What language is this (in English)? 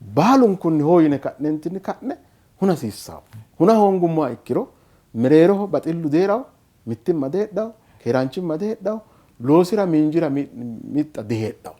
Sidamo